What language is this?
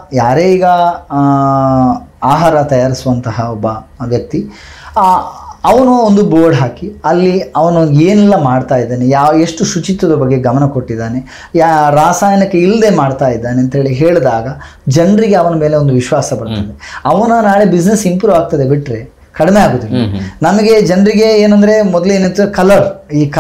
Kannada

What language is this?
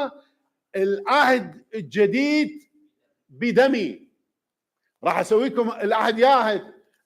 Mesopotamian Arabic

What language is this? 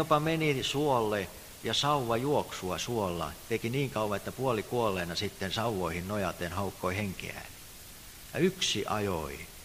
Finnish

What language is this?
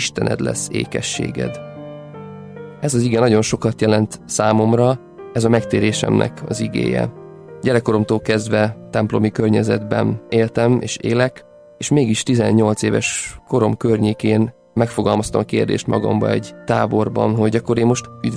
Hungarian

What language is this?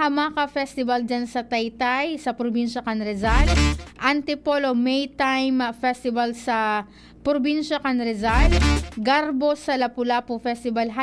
Bikol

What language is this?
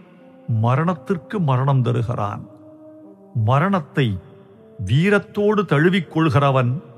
Tamil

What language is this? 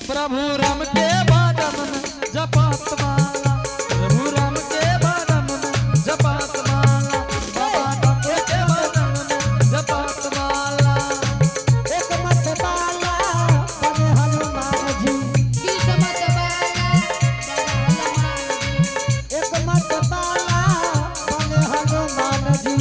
Angika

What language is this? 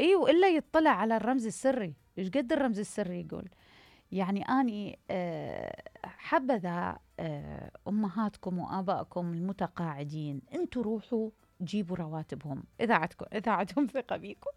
Mesopotamian Arabic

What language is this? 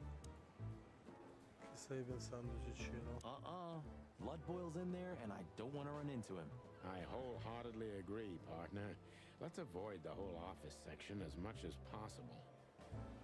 English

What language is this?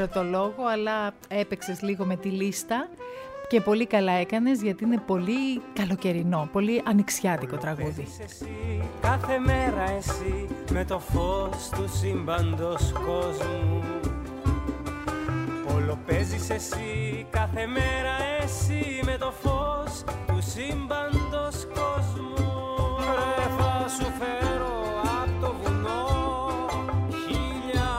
Greek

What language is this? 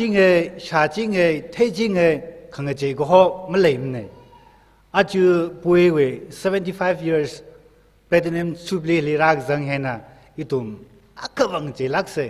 Tangkhul Naga (India)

